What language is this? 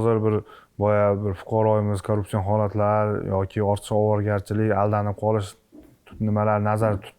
Uzbek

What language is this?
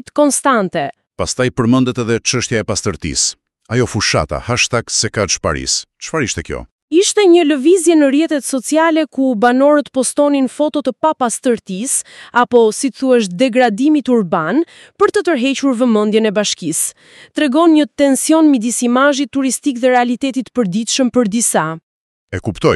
Albanian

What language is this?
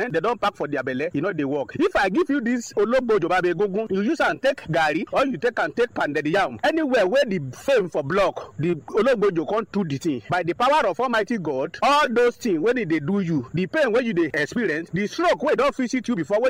Nigerian Pidgin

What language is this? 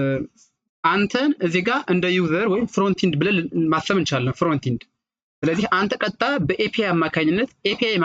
Amharic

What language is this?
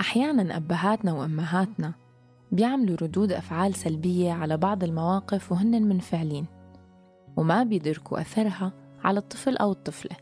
North Levantine Arabic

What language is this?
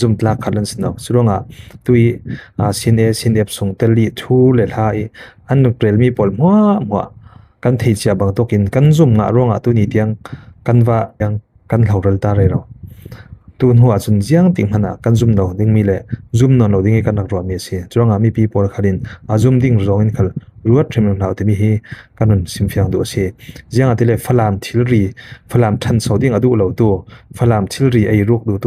Falam Chin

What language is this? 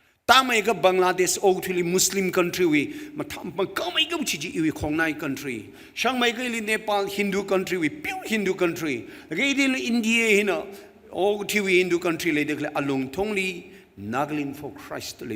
Tangkhul Naga (India)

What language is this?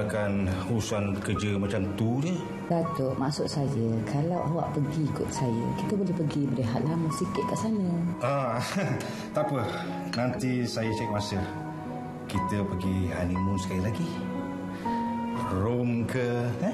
Malay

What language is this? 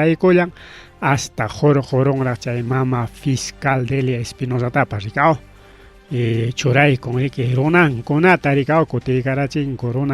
Ayacucho Quechua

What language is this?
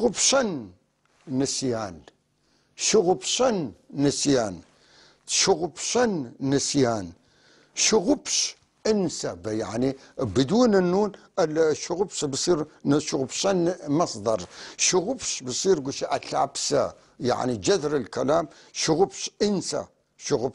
North Levantine Arabic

